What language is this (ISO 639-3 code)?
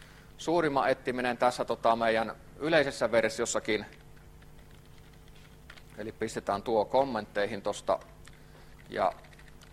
fin